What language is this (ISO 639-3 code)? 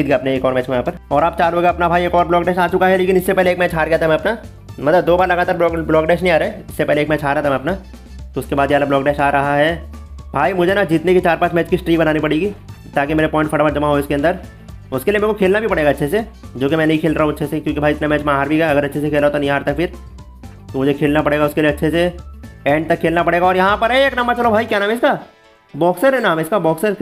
hin